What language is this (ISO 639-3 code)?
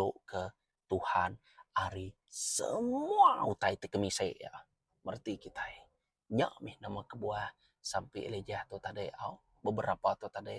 iba